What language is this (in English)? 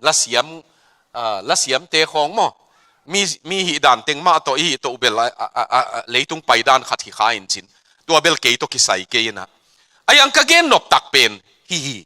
Tedim Chin